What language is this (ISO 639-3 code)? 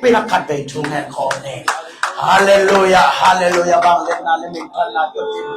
ctd